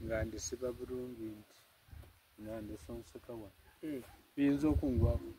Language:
Soga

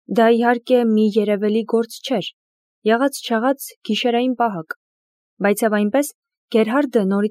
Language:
Armenian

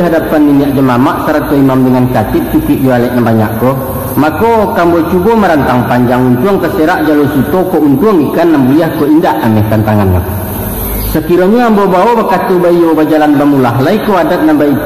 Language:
Minangkabau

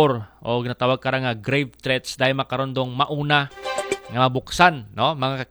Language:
Aklanon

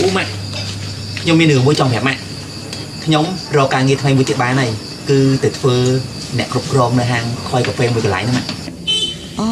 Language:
Khmer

